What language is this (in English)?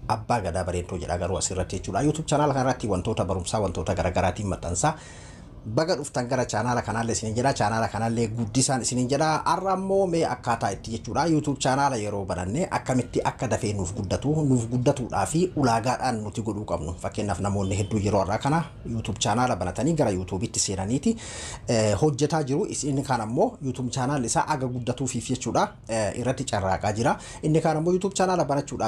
Oromo